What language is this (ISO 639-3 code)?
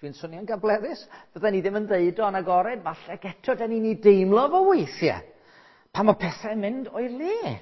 cym